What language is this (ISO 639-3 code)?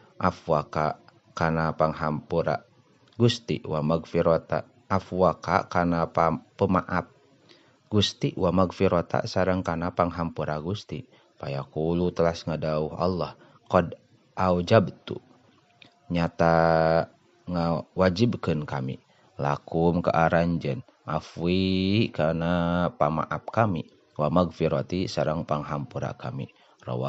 sun